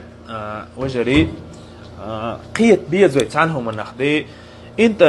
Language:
Chechen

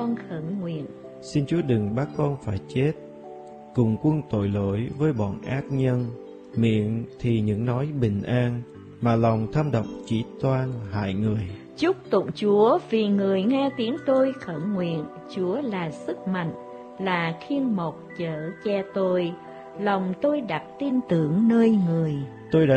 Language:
Vietnamese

